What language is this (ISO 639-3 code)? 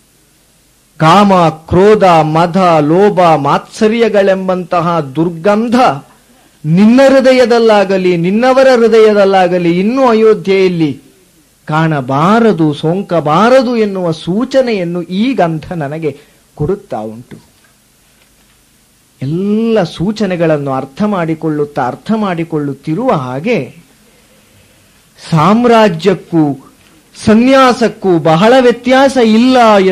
kan